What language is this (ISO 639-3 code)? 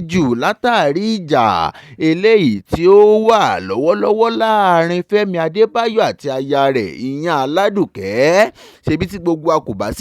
yor